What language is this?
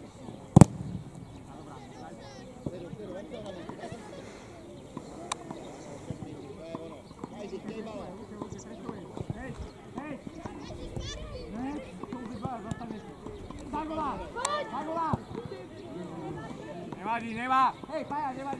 Czech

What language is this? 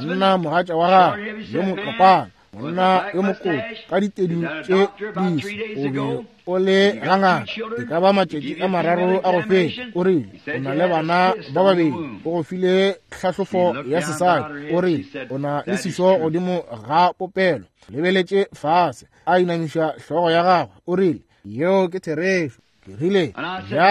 Northern Sotho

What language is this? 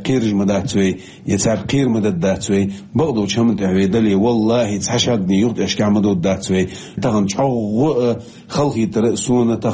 Chechen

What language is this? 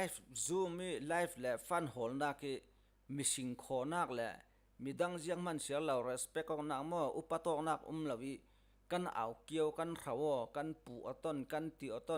Falam Chin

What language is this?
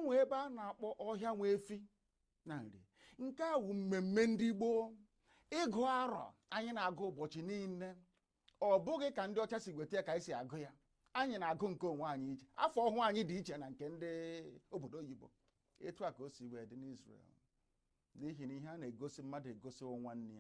Igbo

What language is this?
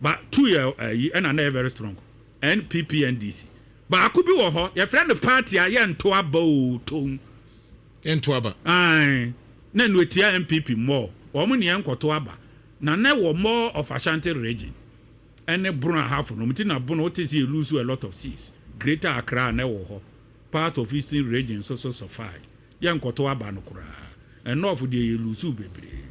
Akan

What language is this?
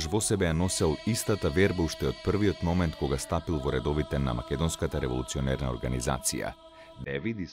Macedonian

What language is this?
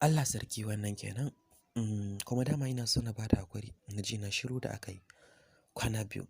Hausa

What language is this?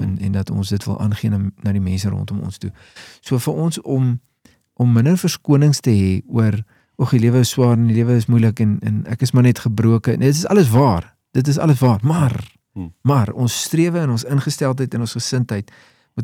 Afrikaans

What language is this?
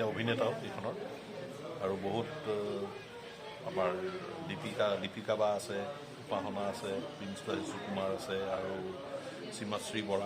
Assamese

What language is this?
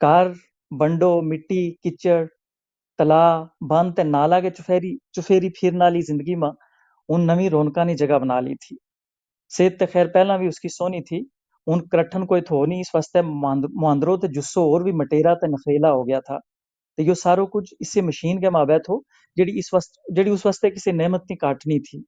Gujari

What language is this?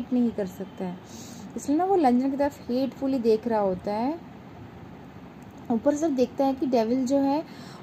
Hindi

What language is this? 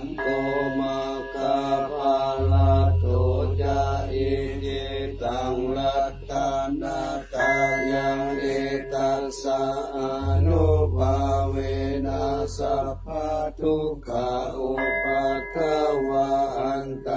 Pali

